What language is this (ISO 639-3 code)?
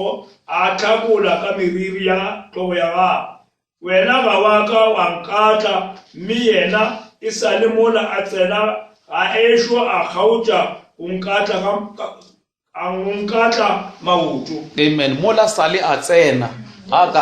nso